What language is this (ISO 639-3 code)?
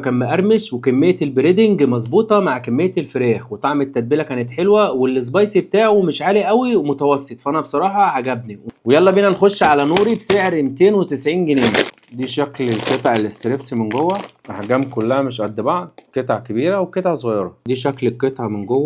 arz